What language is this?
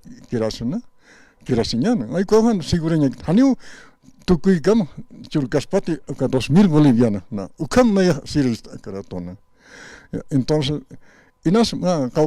Aymara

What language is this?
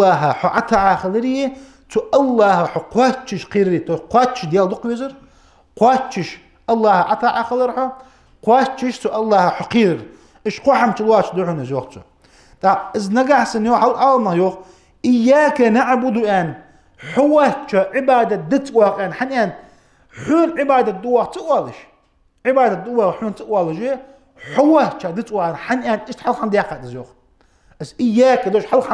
Ingush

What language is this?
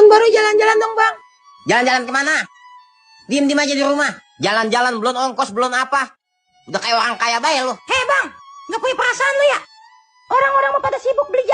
Betawi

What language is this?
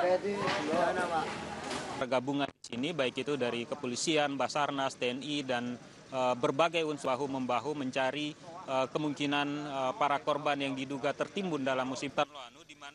Indonesian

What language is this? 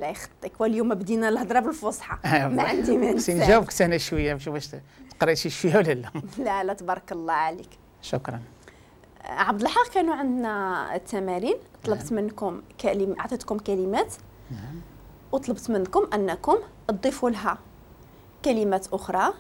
Moroccan Arabic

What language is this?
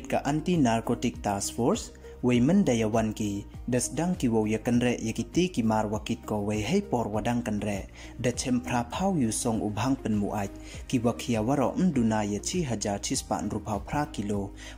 Pnar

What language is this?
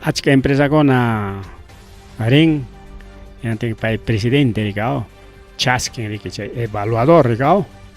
Ayacucho Quechua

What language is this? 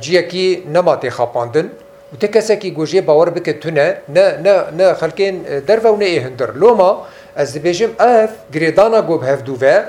Kurdish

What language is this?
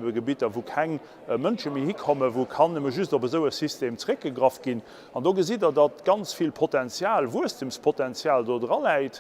Luxembourgish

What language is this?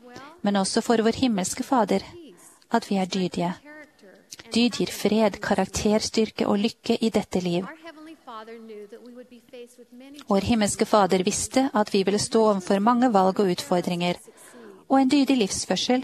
Norwegian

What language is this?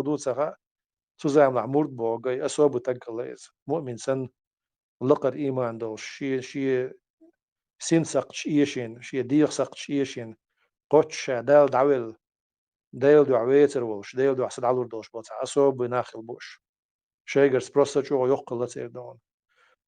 Chechen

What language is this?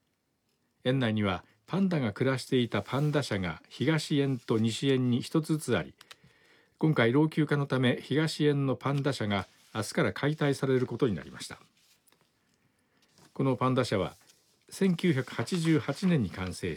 Japanese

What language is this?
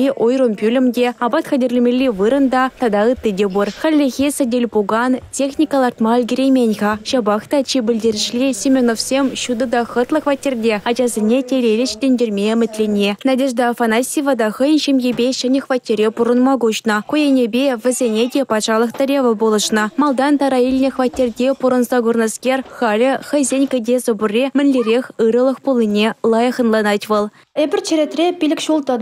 Chuvash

